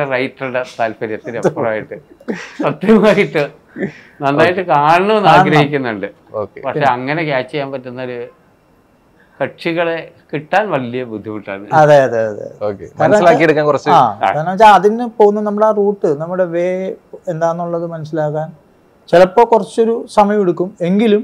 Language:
Malayalam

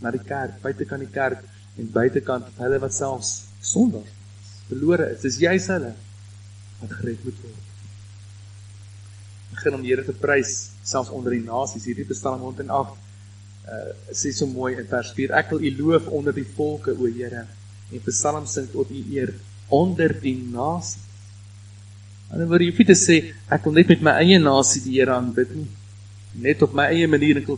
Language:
Afrikaans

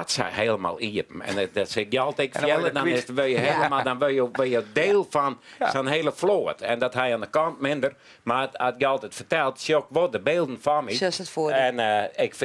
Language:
Western Frisian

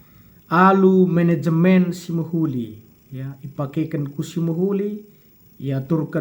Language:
Batak Karo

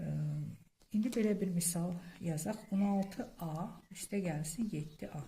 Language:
Azerbaijani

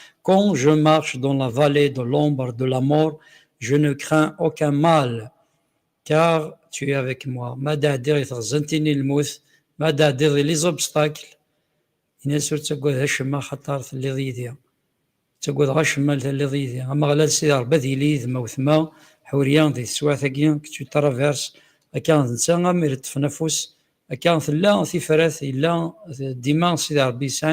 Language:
Kabyle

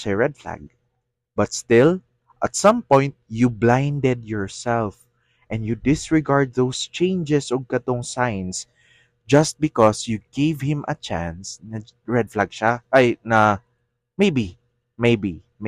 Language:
Cebuano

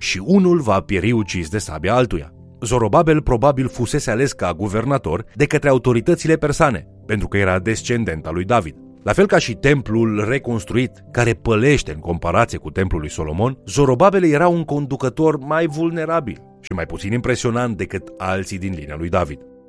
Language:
Romanian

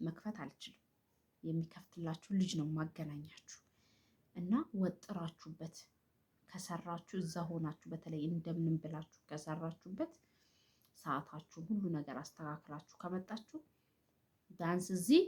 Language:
Amharic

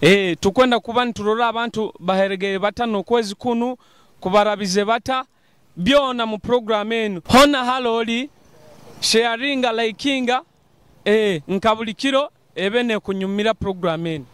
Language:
Nyoro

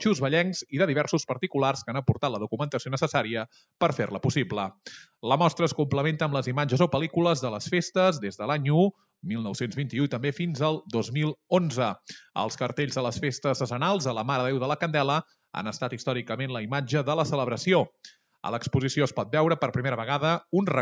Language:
Catalan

